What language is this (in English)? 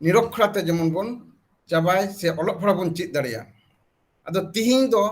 Santali